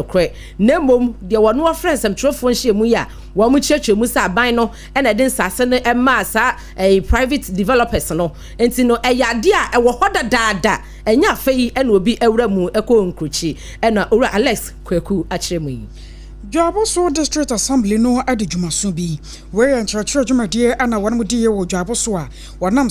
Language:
Akan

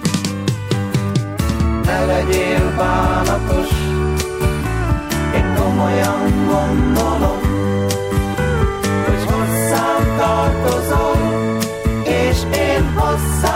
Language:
Hungarian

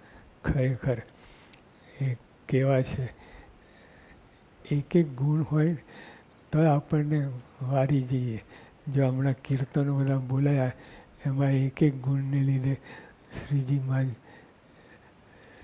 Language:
Gujarati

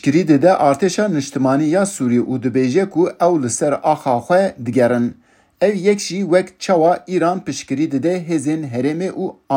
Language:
Kurdish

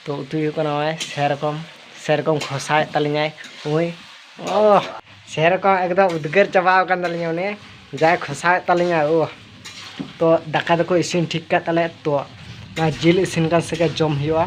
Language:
Santali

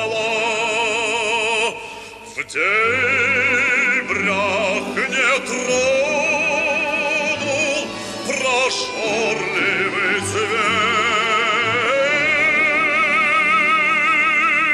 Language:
Russian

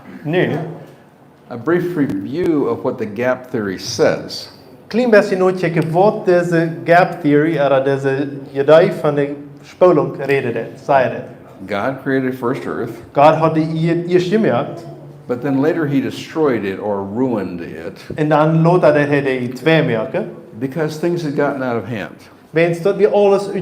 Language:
Plautdietsch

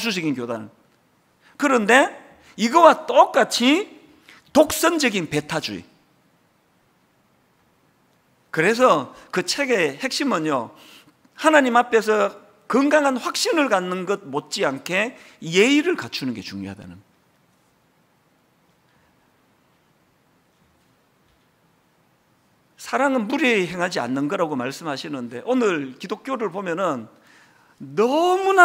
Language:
Korean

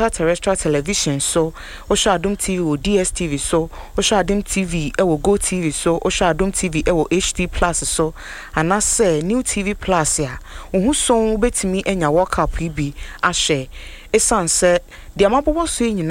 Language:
Akan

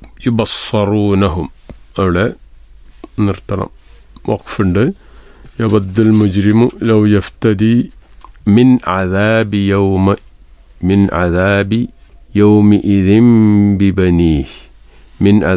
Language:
Malayalam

